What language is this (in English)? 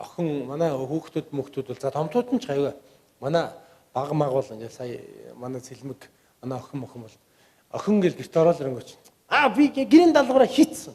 Mongolian